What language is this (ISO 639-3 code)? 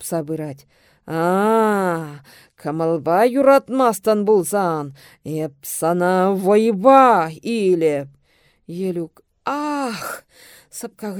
chv